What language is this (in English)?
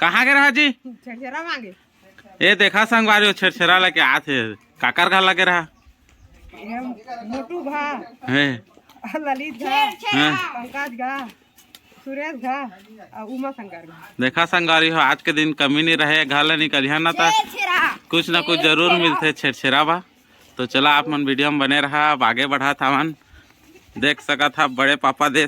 Chhattisgarhi